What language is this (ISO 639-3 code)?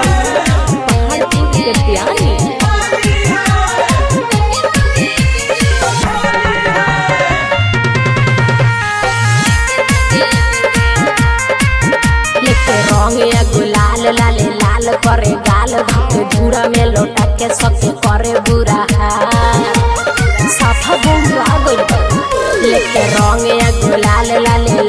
bho